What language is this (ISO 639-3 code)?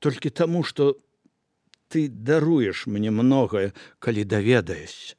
bel